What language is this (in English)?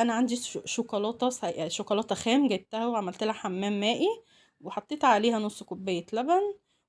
Egyptian Arabic